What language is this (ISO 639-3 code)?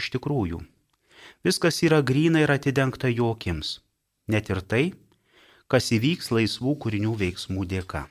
lit